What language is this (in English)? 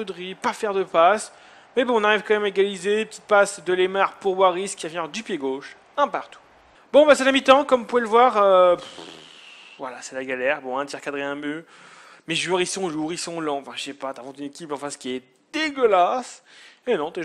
French